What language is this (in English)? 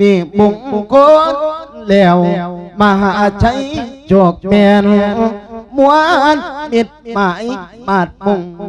Lao